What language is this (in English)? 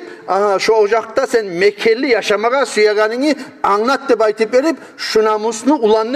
Kumyk